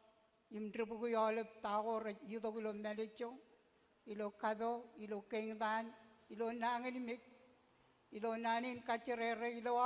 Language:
Marshallese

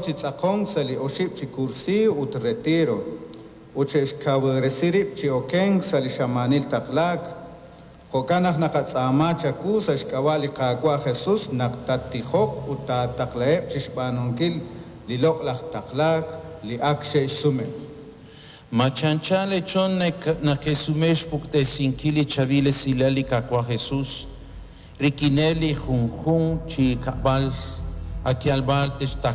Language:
Kekchí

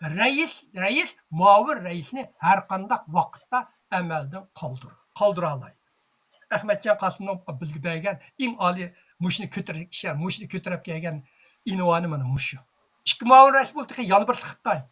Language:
Uyghur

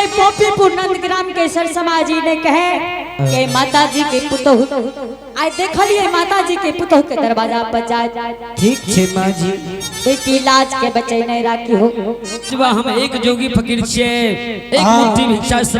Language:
Angika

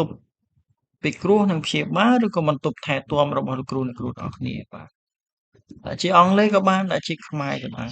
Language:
Khmer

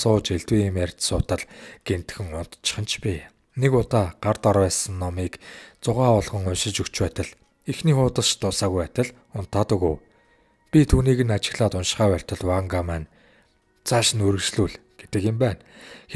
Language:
Mongolian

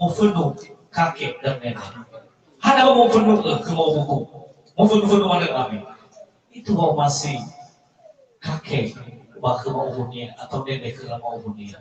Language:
Nias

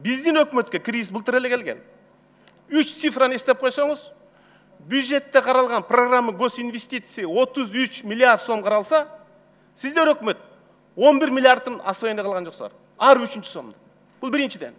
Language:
Kyrgyz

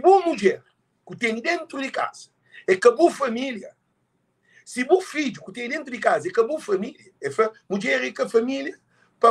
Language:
Kabuverdianu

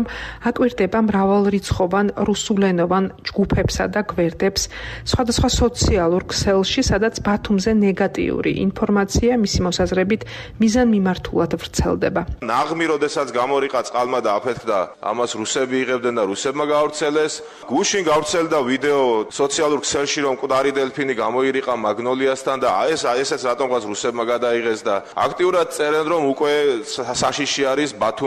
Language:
Georgian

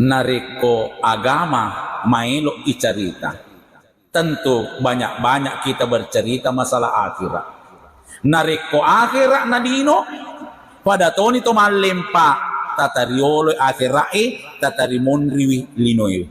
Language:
Buginese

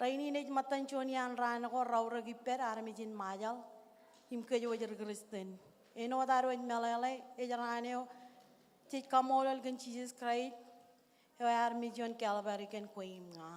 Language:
Marshallese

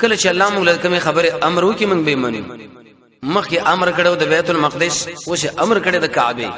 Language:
Pashto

